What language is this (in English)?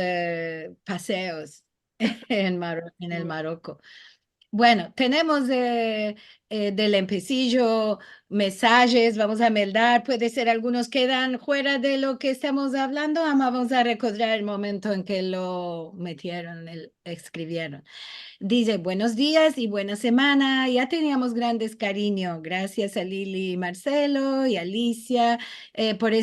Ladino